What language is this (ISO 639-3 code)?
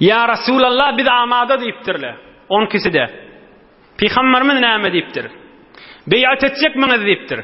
tuk